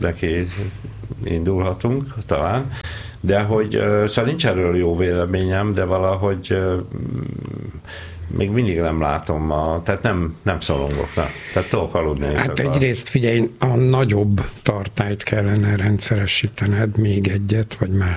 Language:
Hungarian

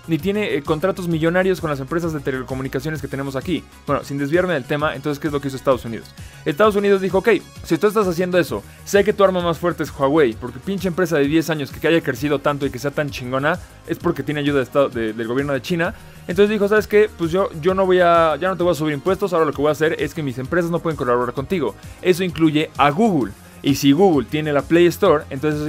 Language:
Spanish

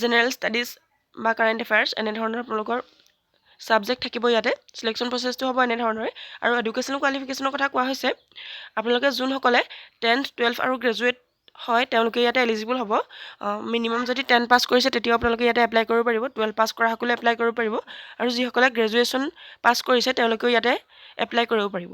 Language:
Assamese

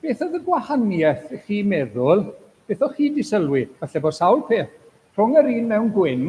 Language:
Welsh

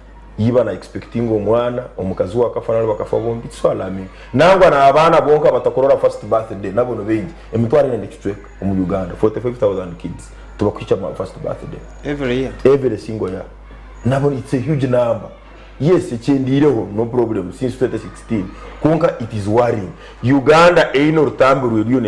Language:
Nyankole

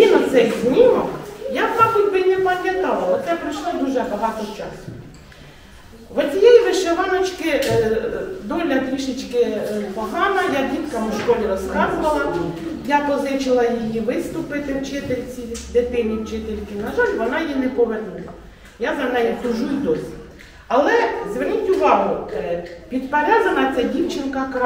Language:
Ukrainian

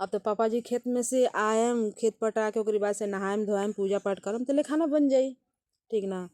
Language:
Bhojpuri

